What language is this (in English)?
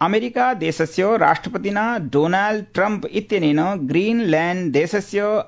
Sanskrit